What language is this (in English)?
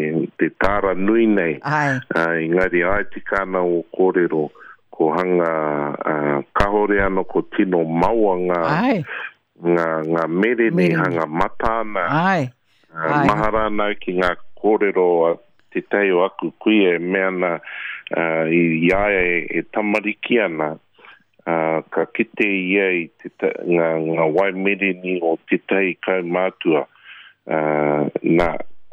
Māori